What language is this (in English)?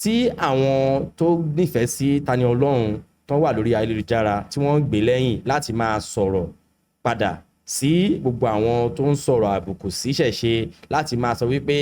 Yoruba